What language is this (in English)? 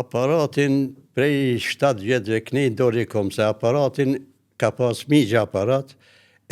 Albanian